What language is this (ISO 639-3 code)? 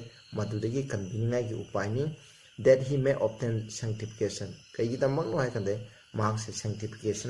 mni